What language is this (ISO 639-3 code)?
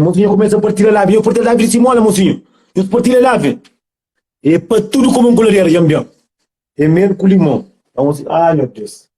kea